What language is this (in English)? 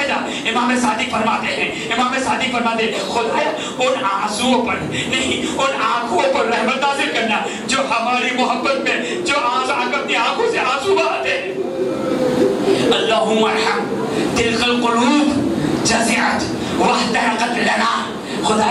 Urdu